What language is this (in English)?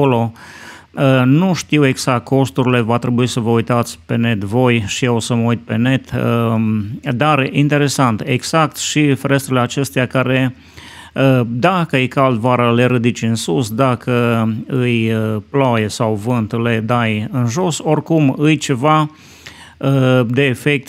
Romanian